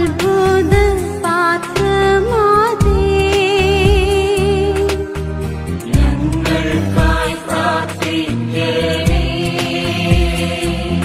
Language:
Malayalam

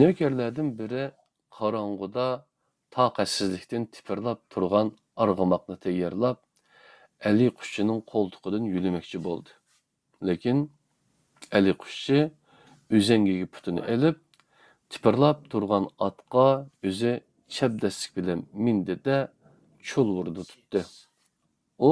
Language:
Uyghur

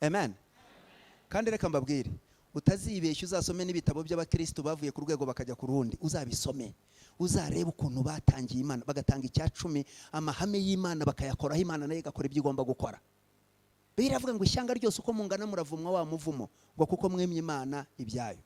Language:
Kinyarwanda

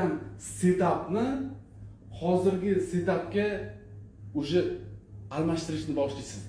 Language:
Uzbek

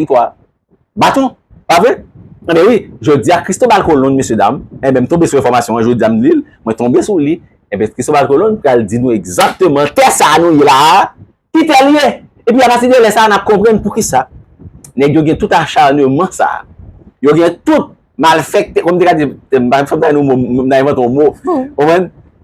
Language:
Haitian Creole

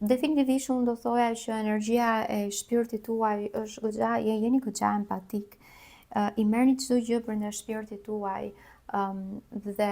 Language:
Albanian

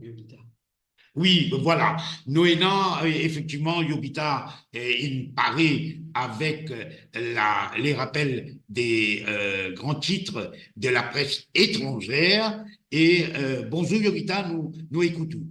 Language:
Morisyen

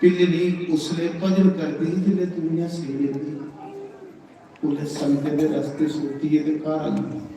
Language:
Dogri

